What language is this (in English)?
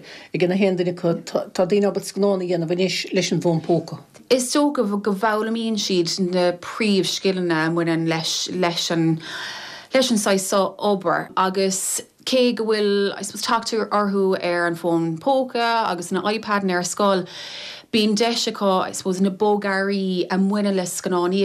Irish